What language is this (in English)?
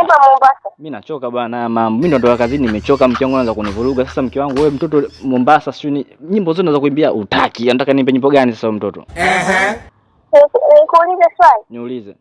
Swahili